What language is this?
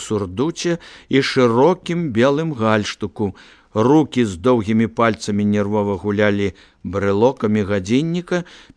Belarusian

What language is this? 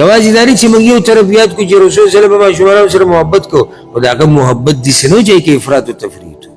Pashto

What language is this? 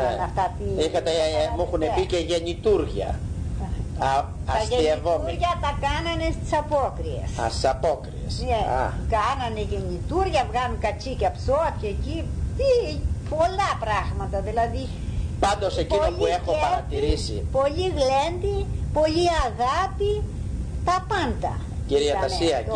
Greek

